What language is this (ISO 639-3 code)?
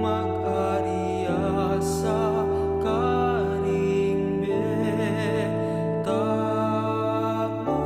pam